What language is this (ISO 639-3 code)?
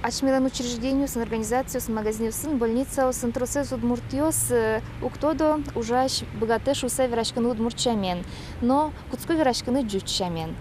udm